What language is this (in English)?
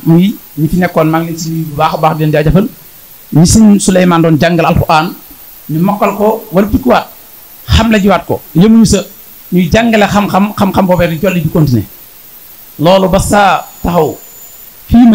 Wolof